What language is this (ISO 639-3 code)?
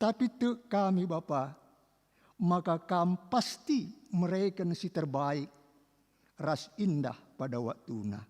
btx